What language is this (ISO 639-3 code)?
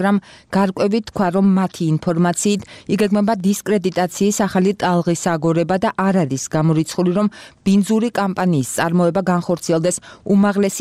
kat